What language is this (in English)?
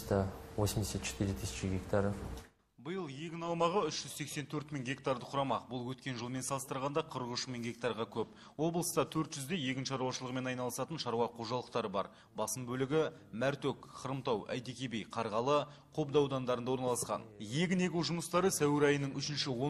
Kazakh